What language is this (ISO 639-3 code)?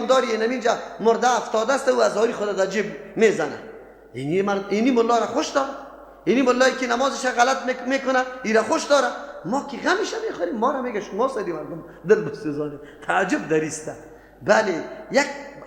fas